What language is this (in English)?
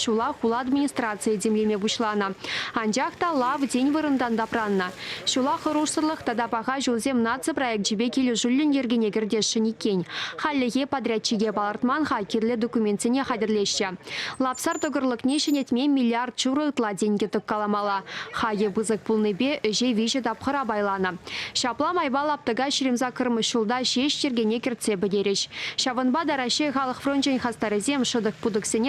Chuvash